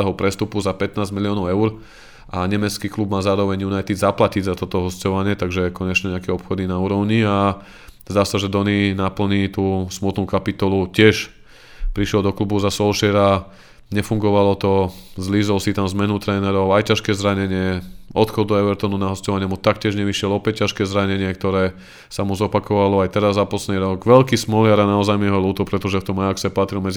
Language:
Slovak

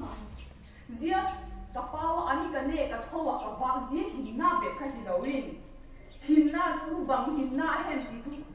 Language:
Vaiphei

